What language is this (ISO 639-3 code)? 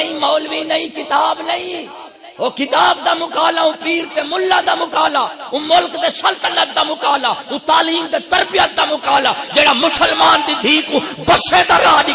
skr